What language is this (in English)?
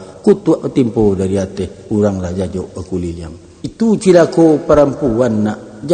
Minangkabau